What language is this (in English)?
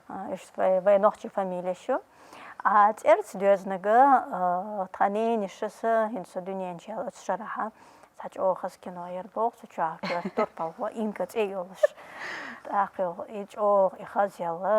Chechen